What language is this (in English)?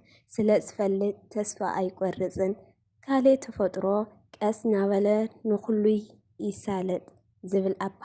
Tigrinya